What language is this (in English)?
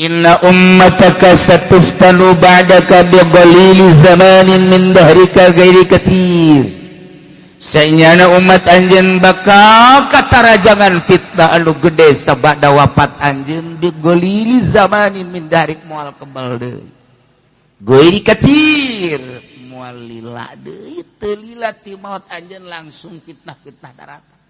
Sundanese